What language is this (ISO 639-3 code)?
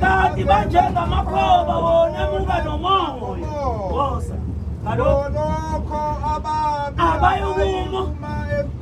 zul